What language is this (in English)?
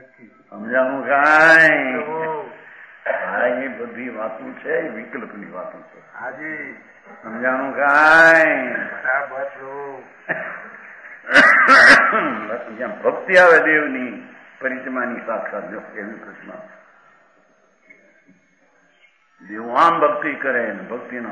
Gujarati